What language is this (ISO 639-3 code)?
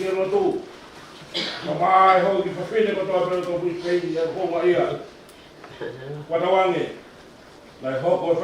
ton